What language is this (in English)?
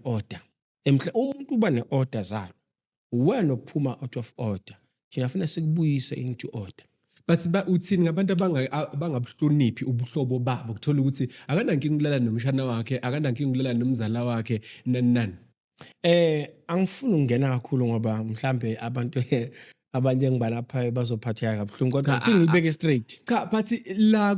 Zulu